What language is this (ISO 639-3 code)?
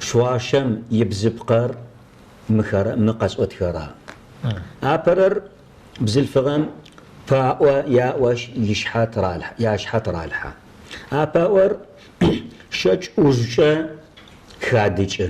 kbd